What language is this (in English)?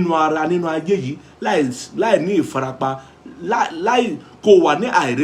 Yoruba